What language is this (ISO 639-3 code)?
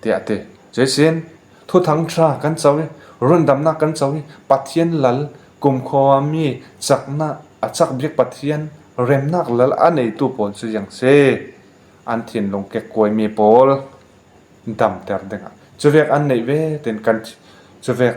cfm